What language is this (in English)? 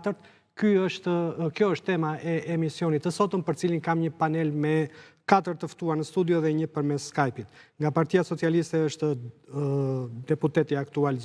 Albanian